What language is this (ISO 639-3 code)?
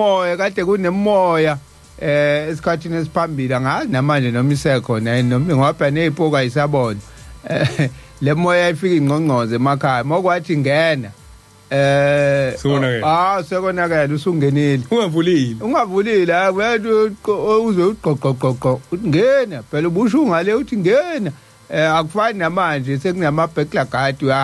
zul